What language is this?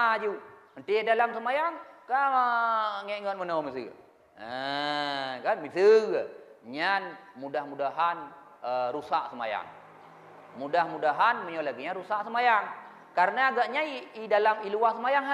Achinese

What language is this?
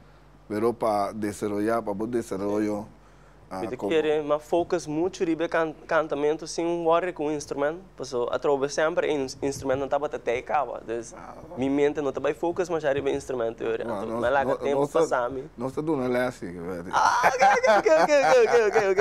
Papiamento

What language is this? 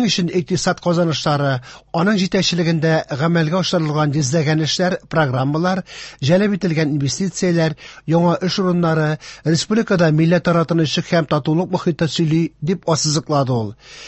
Tatar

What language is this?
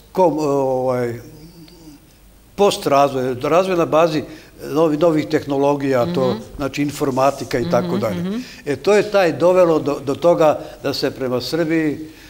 Serbian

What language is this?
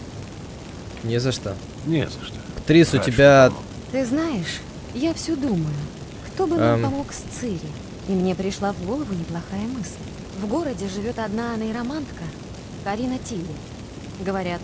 Russian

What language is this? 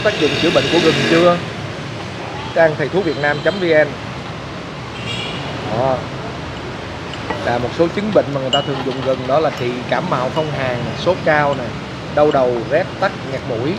Vietnamese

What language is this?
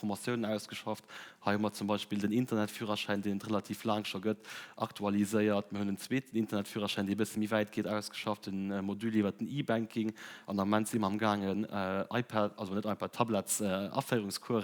Luxembourgish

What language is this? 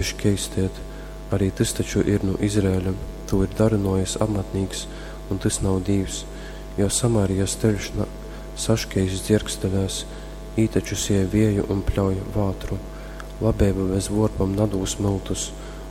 Latgalian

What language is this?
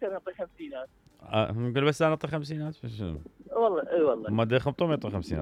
Mesopotamian Arabic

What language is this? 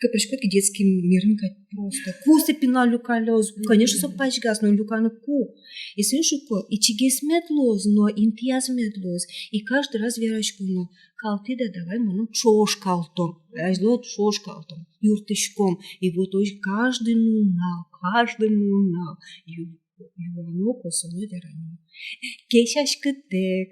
Udmurt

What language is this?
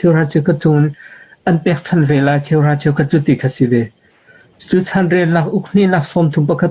Hakha Chin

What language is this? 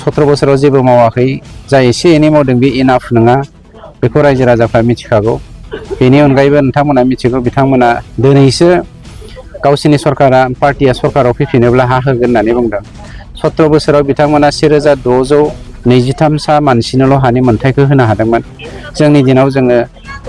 Bodo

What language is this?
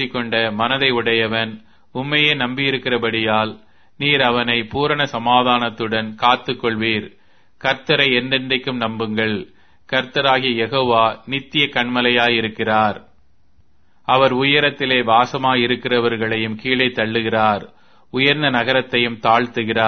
Tamil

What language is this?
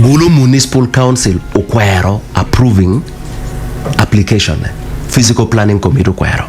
Acoli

